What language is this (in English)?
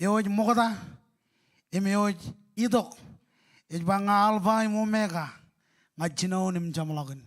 Marshallese